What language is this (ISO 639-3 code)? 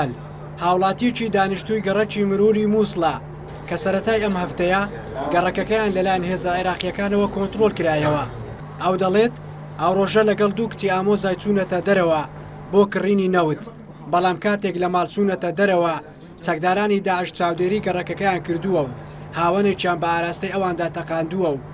ckb